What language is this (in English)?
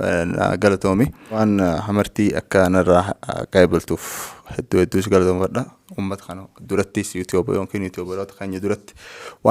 Oromo